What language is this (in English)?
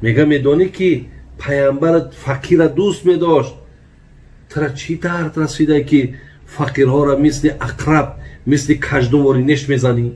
Tajik